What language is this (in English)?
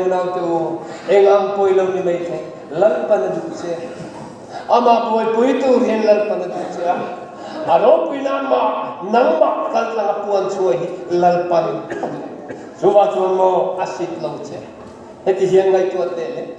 Mizo